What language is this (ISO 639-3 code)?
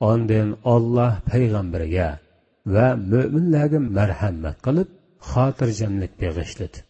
uig